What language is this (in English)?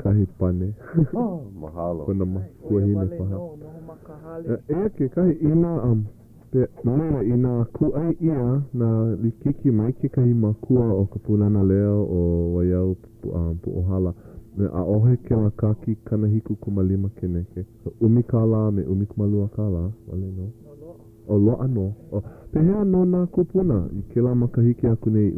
Hawaiian